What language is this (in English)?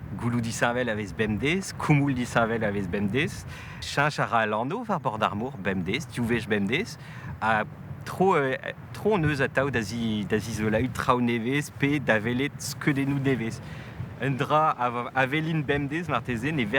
Breton